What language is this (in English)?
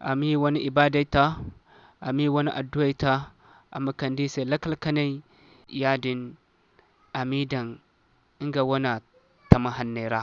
Zarma